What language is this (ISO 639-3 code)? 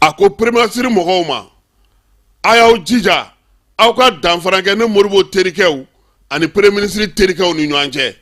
bam